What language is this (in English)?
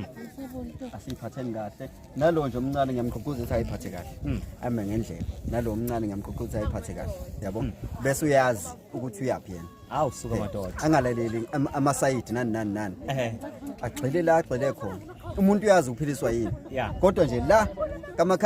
Zulu